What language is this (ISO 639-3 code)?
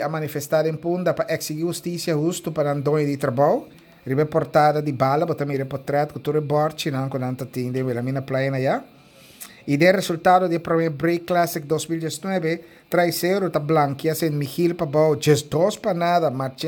pap